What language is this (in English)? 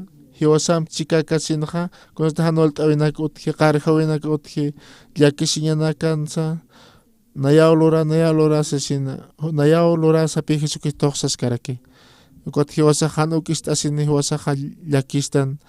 Aymara